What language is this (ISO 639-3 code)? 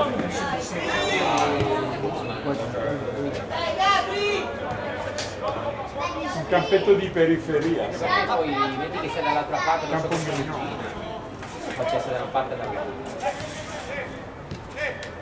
ita